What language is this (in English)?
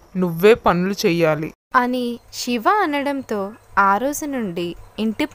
Telugu